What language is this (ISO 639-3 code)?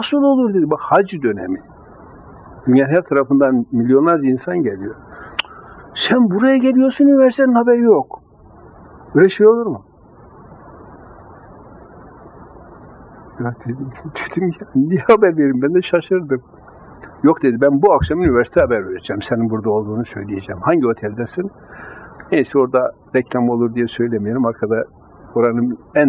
tur